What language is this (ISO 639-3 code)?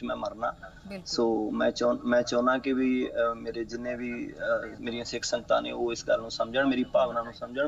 pan